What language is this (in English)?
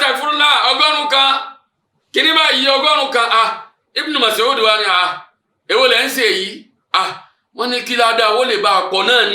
Yoruba